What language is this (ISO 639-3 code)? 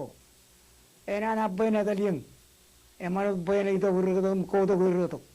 mah